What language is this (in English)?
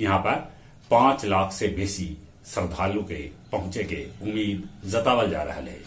Magahi